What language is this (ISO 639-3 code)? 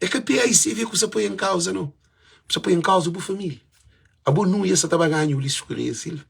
kea